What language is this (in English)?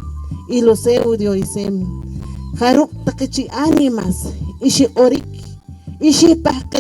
Poqomchi'